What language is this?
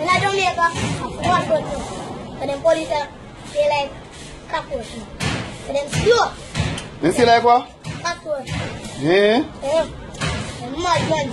Jamaican Creole English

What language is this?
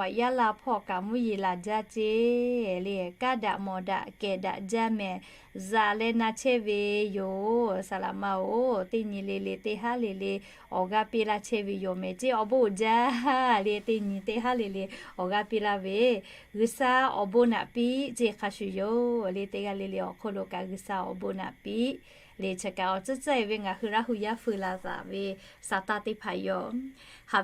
Lahu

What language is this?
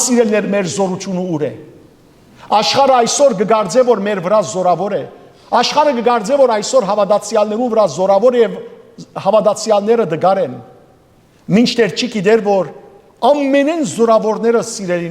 Western Armenian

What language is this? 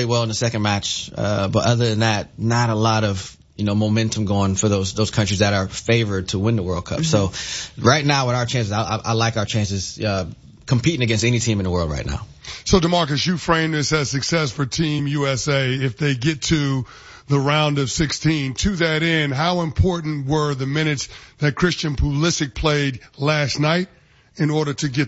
English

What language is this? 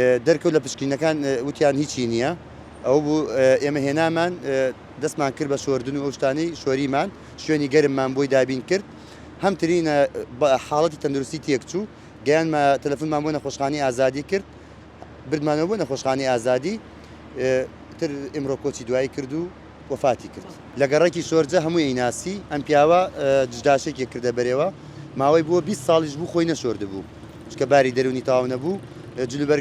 Central Kurdish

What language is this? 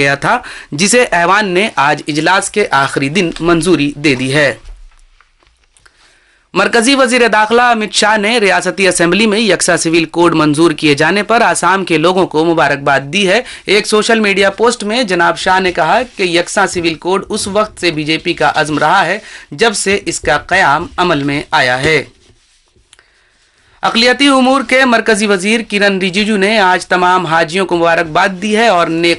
Urdu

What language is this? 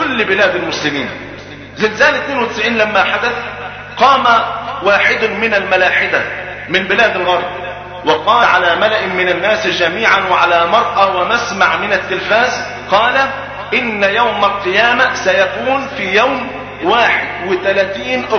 Arabic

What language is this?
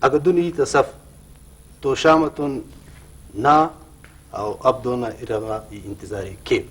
Brahui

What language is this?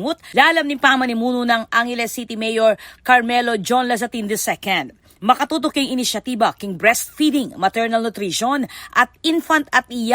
Pampanga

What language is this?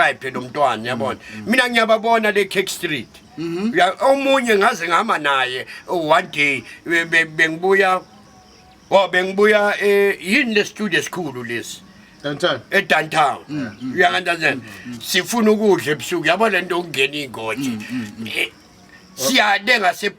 Zulu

